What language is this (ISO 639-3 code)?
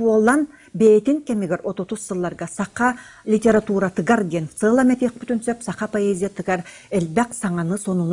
sah